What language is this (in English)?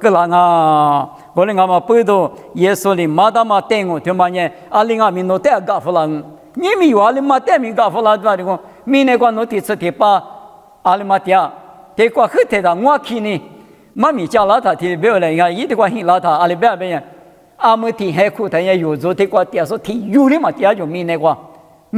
Lisu